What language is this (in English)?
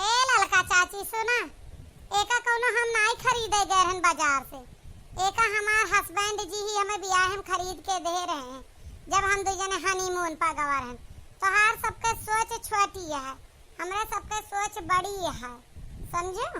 Awadhi